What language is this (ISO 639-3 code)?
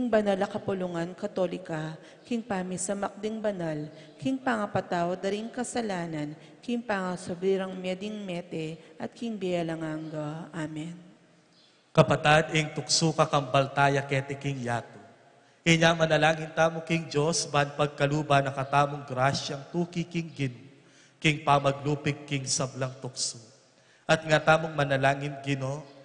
pam